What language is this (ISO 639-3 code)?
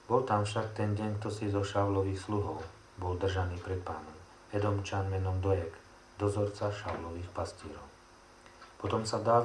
slk